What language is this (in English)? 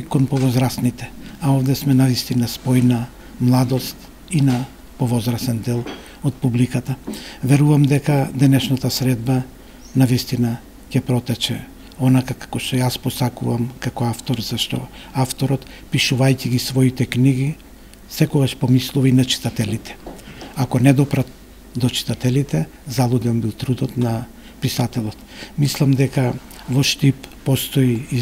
Macedonian